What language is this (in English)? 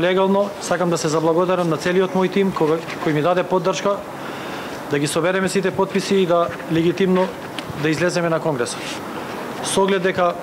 Macedonian